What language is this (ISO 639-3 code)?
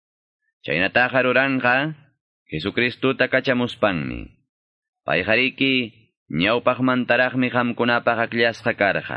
que